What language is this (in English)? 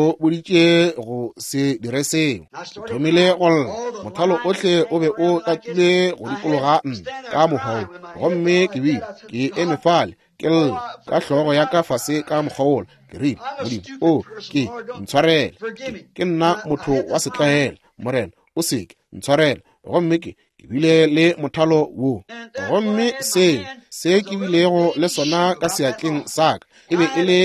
Northern Sotho